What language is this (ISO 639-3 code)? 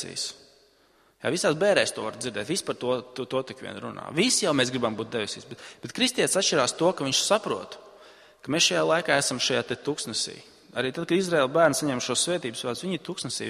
lav